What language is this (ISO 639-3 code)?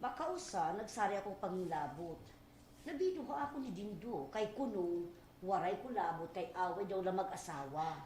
war